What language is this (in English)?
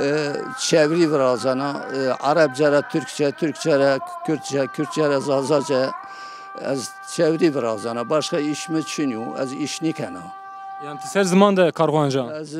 Zaza